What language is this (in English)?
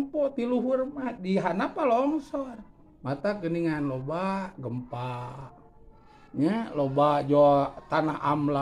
Sundanese